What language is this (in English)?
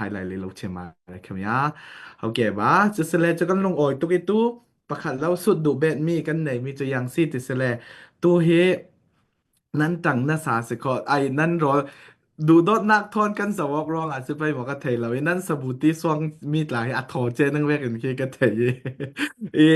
Falam Chin